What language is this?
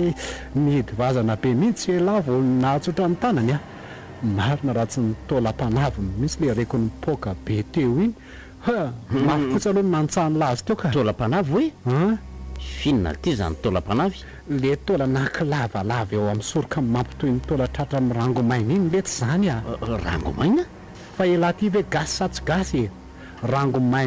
Malagasy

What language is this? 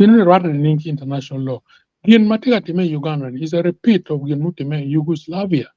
Acoli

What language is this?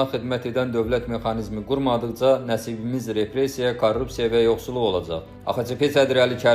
Azerbaijani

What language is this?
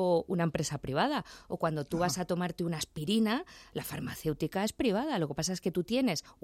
Spanish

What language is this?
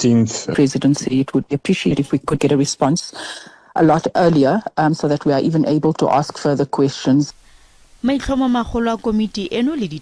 Tswana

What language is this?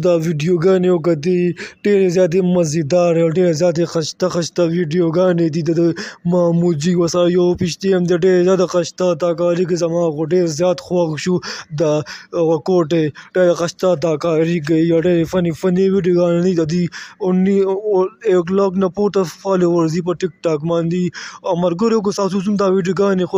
Pashto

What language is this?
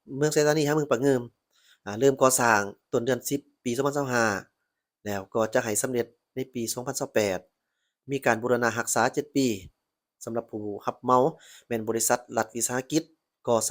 Lao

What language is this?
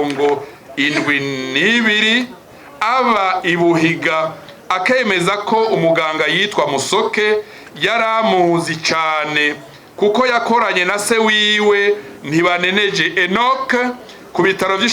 Rundi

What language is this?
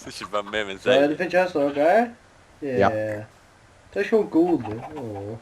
Faroese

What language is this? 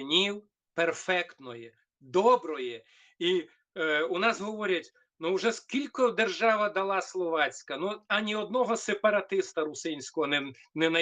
Rusyn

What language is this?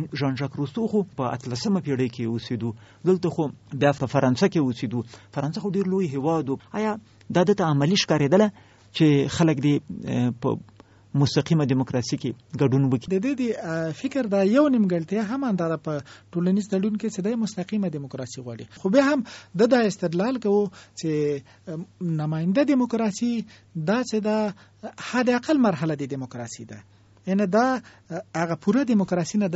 Pashto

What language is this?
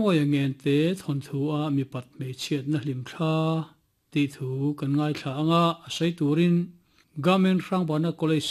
Mizo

